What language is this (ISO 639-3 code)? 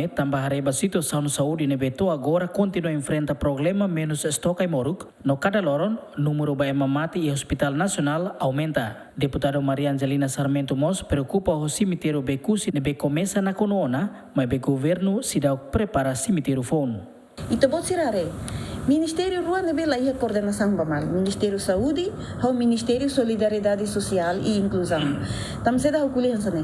tet